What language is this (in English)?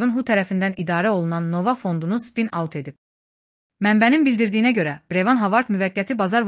Azerbaijani